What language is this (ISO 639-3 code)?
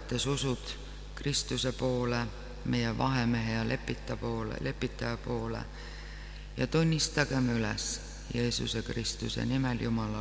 est